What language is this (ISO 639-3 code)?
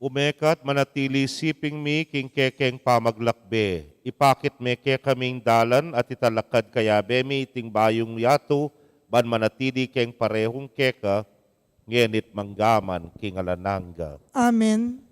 pam